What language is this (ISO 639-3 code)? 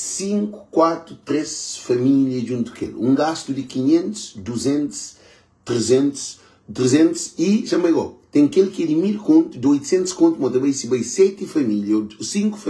kea